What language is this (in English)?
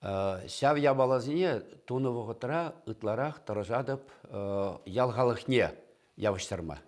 Chuvash